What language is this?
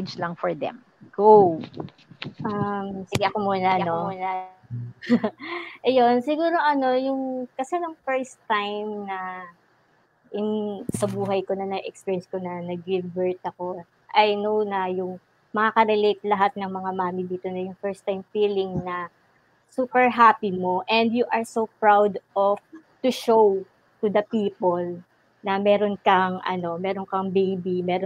Filipino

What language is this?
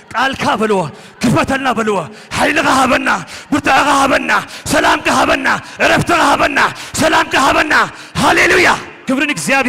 Tigrinya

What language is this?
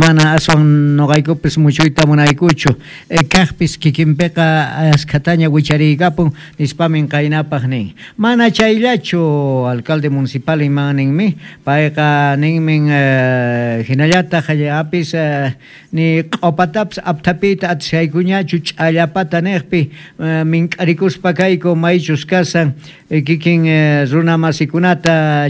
South Bolivian Quechua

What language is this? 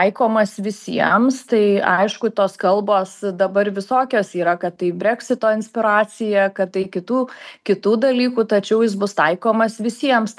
Lithuanian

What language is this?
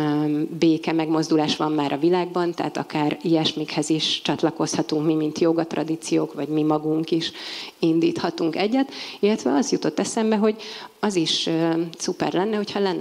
Hungarian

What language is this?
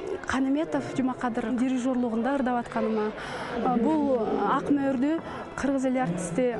Kyrgyz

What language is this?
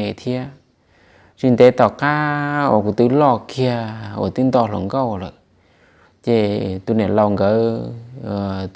Hmong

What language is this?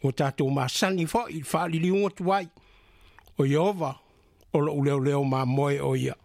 Samoan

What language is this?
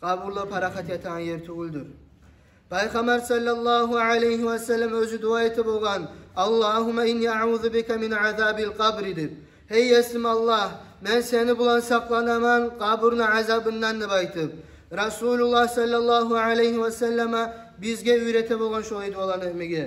Kumyk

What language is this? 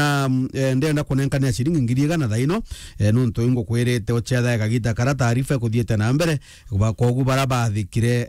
Meru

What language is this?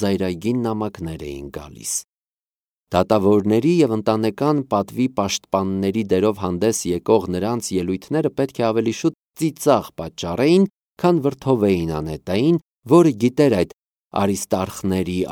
Armenian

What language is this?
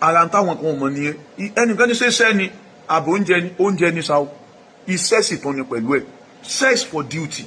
Yoruba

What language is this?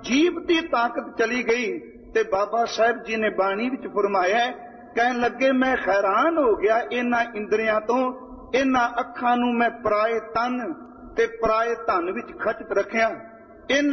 Punjabi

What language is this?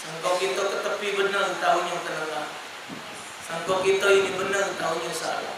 Musi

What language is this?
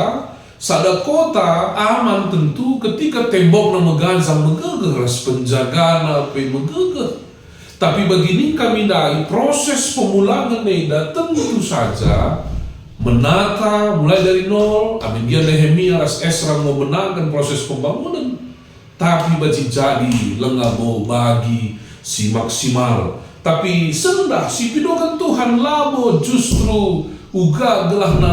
Batak Karo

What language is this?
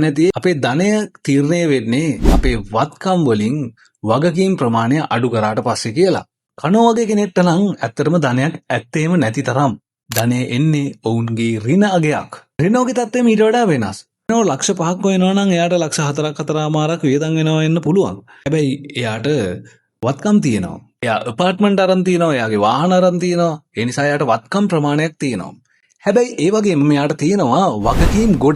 Sinhala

